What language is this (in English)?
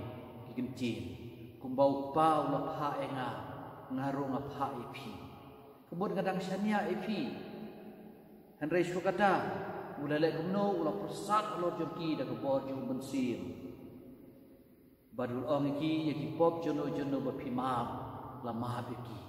Khasi